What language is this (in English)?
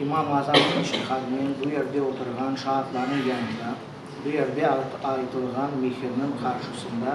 Crimean Tatar